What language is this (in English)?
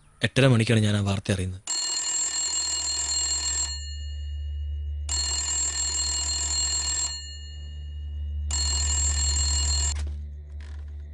Malayalam